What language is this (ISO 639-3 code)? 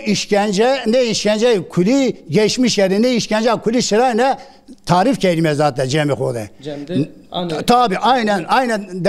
zza